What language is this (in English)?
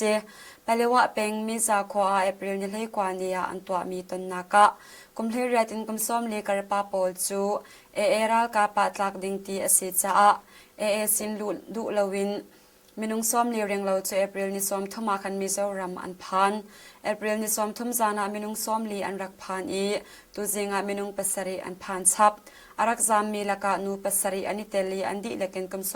Hakha Chin